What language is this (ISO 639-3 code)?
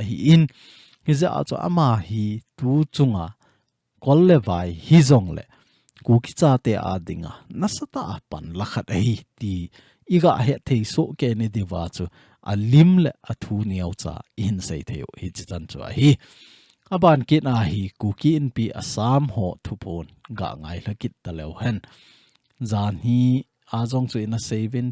tcz